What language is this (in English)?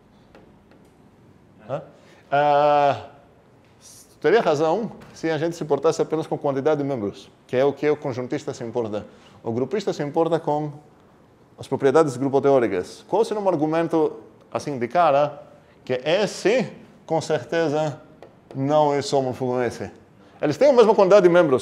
Portuguese